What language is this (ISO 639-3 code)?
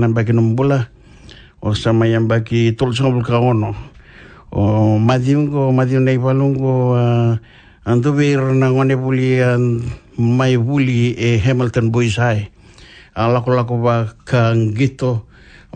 fij